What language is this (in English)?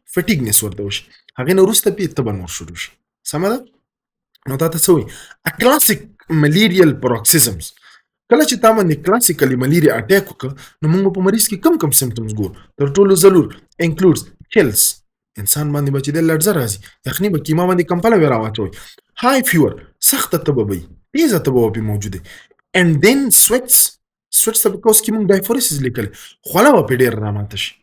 Pashto